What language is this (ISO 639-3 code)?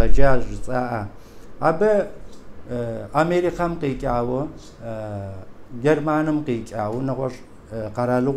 kbd